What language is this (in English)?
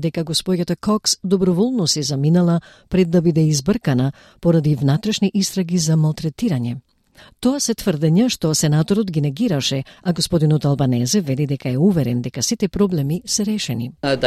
Macedonian